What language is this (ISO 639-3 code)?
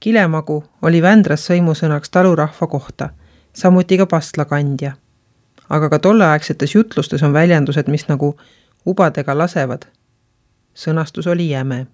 est